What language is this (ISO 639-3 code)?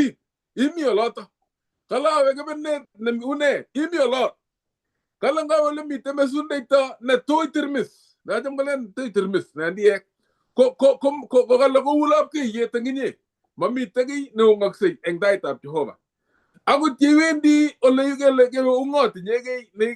kln